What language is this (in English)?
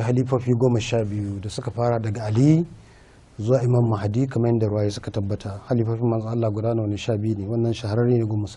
Hausa